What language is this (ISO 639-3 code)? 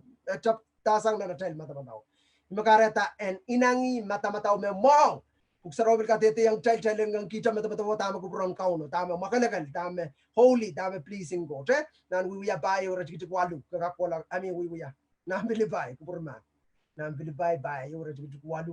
pon